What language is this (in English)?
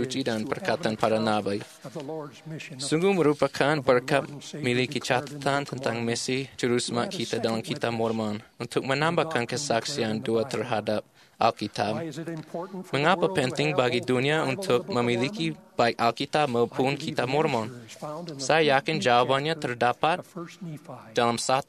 Indonesian